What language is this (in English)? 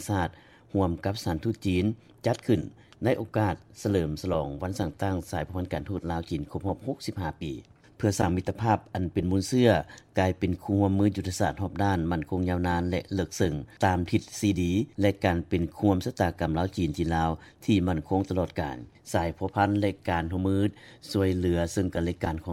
Lao